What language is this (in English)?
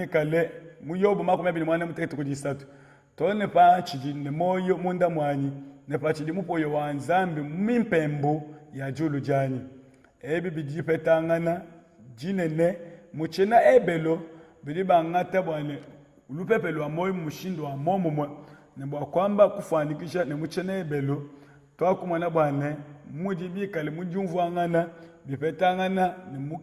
Luba-Lulua